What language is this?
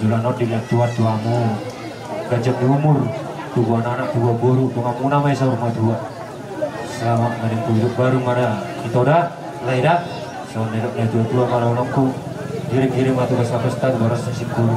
Batak Toba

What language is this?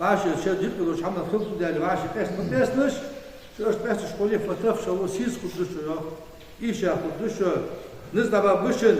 Ingush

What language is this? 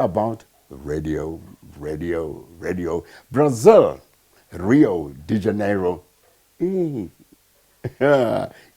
Tswana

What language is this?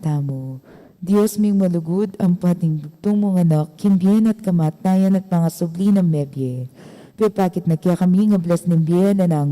Pampanga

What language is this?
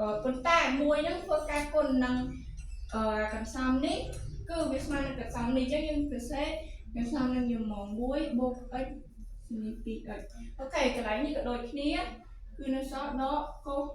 Khmer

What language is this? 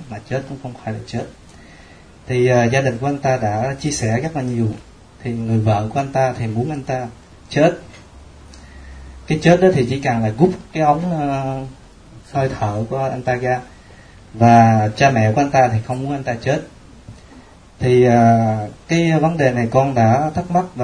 Vietnamese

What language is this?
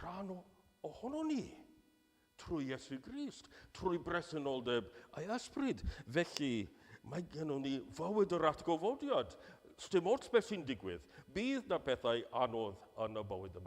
Welsh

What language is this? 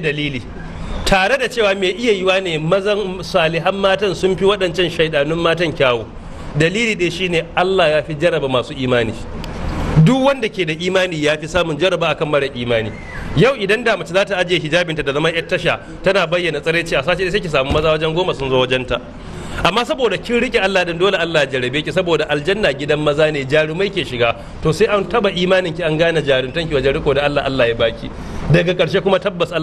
Hausa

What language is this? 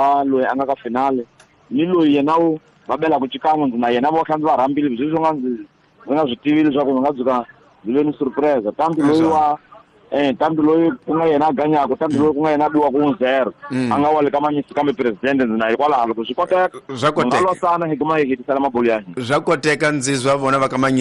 Tsonga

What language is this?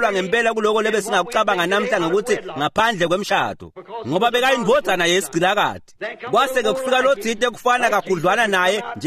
Swati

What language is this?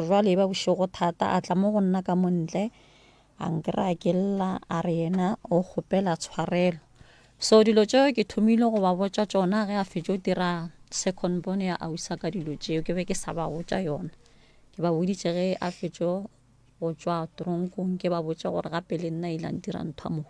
Northern Sotho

